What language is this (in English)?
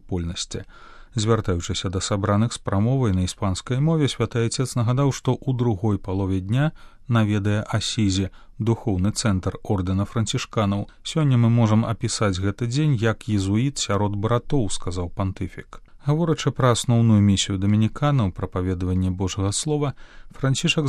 Belarusian